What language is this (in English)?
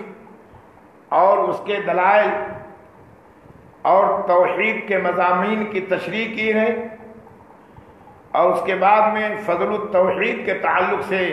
Urdu